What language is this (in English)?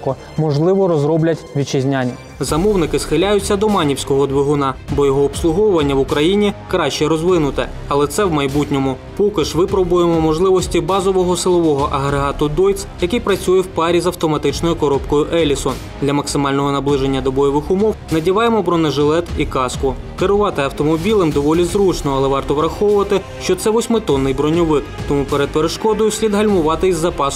Ukrainian